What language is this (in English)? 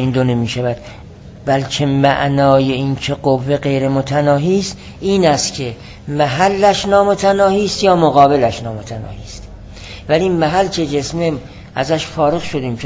Persian